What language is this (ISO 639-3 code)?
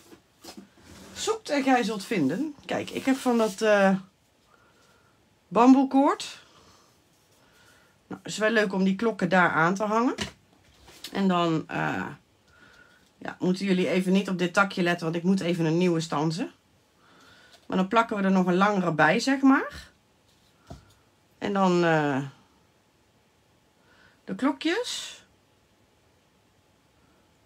nld